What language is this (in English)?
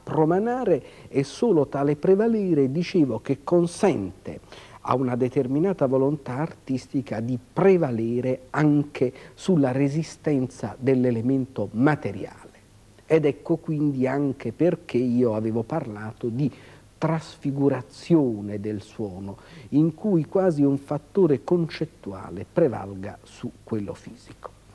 Italian